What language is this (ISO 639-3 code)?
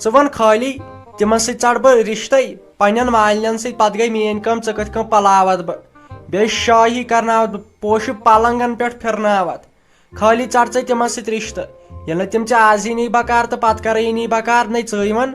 kas